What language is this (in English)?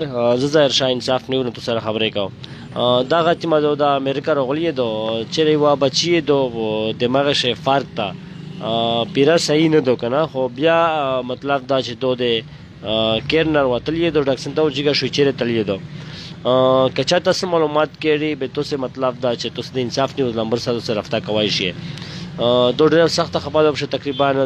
Pashto